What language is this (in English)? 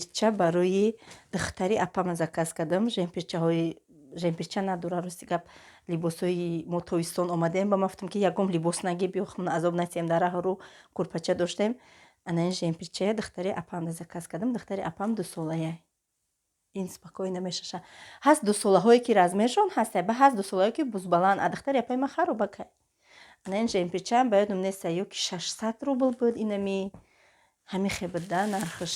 Tajik